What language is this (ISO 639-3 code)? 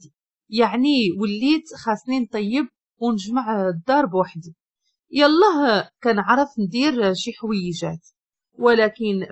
ary